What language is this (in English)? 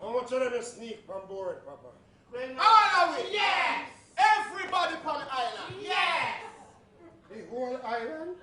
Jamaican Creole English